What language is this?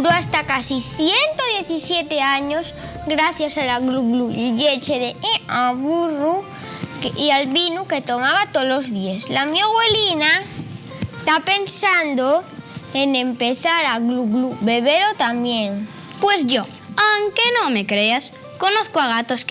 Asturian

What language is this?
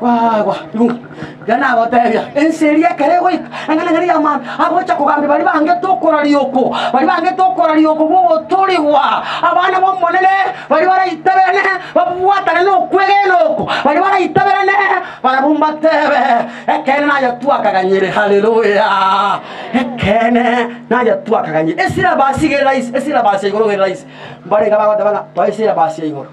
Gusii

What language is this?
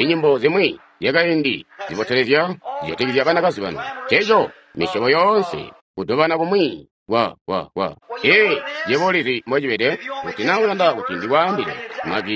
Tonga (Zambia)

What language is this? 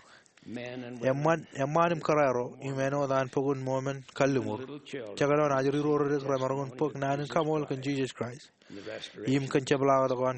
Marshallese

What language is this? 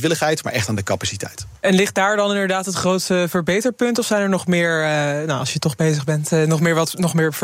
Dutch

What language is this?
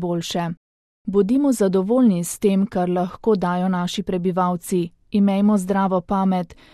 Slovenian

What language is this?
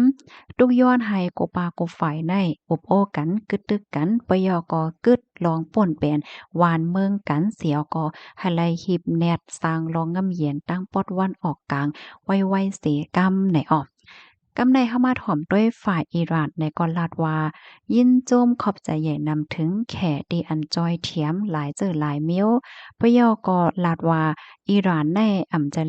Shan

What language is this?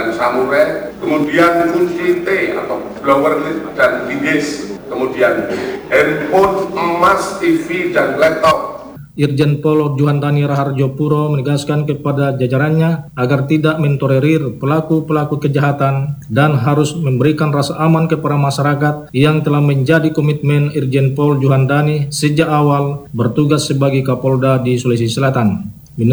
Indonesian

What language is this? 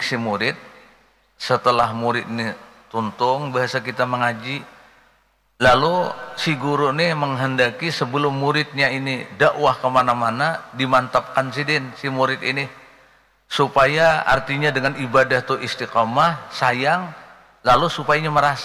Banjar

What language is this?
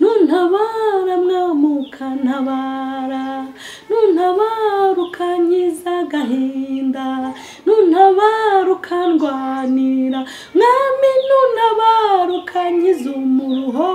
Kinyarwanda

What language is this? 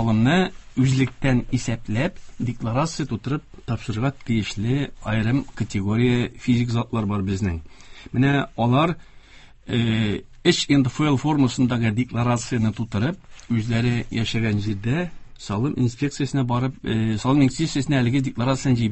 Tatar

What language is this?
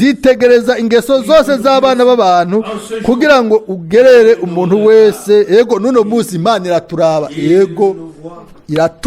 Rundi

